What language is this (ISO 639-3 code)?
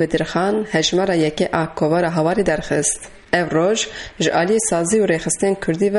kur